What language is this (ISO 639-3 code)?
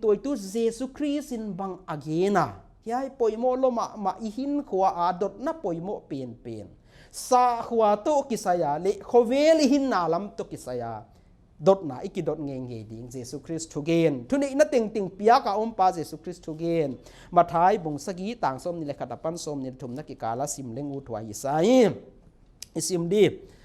pck